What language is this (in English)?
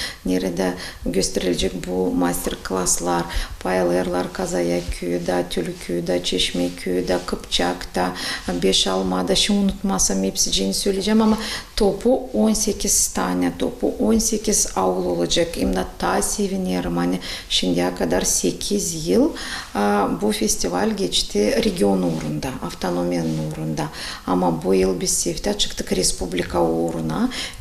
Gagauz